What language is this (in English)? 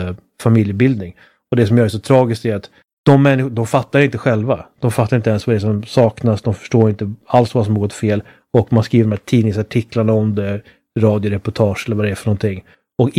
Swedish